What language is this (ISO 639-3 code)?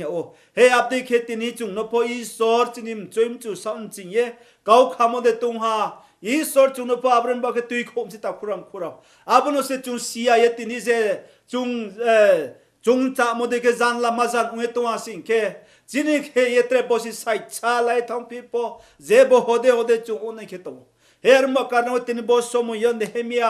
ria